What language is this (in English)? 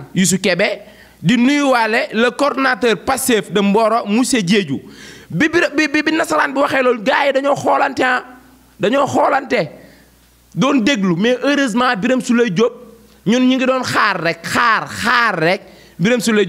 Wolof